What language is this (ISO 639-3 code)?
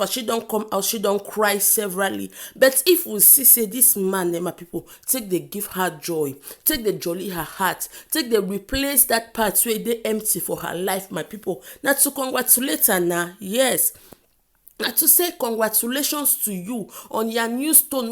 pcm